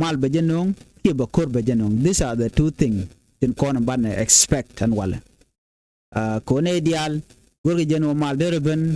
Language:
Nuer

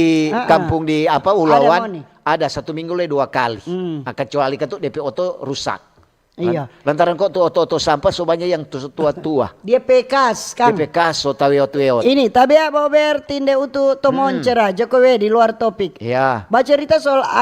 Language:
Manado Malay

